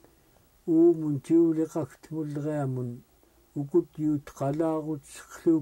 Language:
Central Yupik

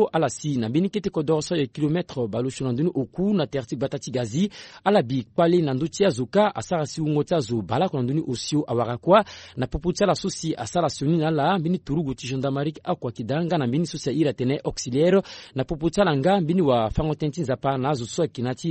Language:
Sango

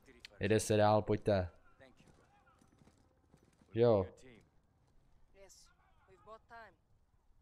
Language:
Czech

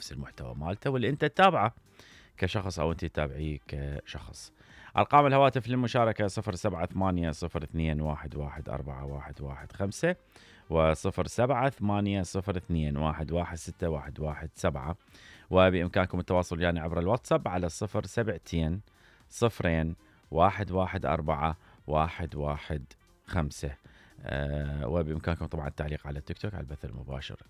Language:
Mesopotamian Arabic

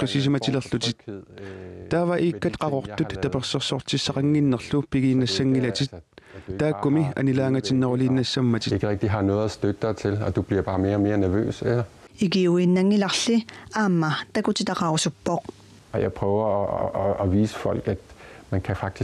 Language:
Kalaallisut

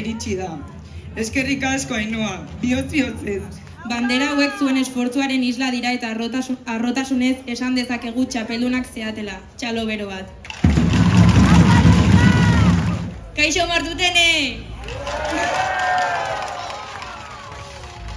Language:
Basque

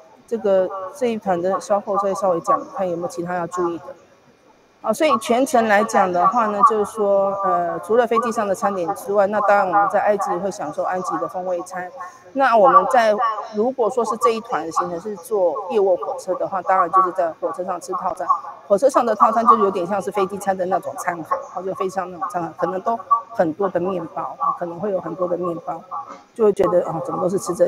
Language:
Chinese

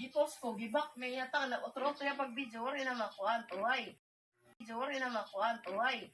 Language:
Waray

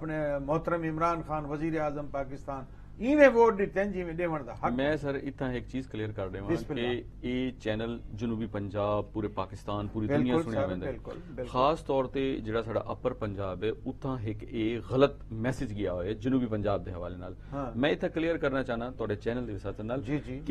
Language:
Saraiki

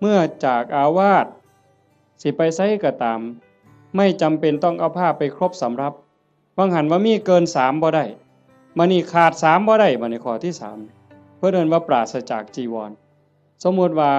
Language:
Northeastern Thai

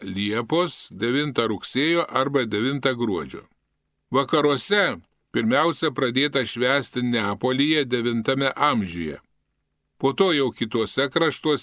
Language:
Lithuanian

